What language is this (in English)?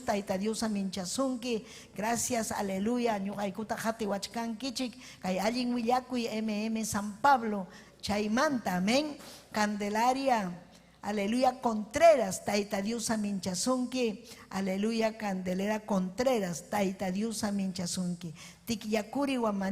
Ayacucho Quechua